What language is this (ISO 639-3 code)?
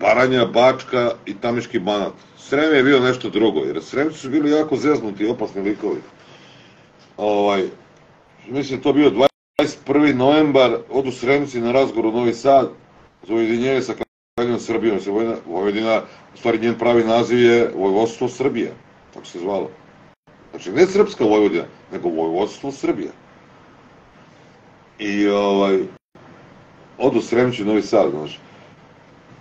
srp